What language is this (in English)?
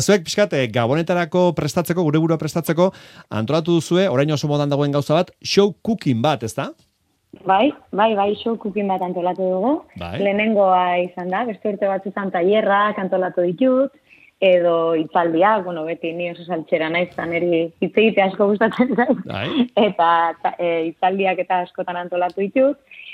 Basque